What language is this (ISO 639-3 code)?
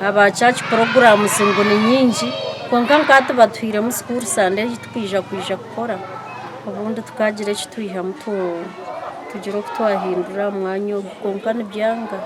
nyn